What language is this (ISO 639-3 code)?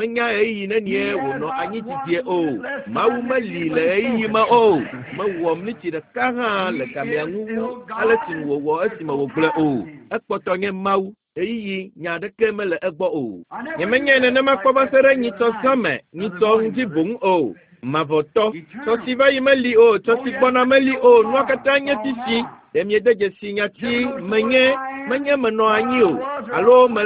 ewe